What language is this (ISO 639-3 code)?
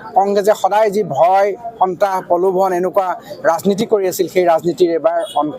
asm